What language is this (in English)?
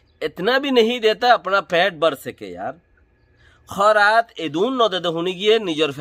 Rohingya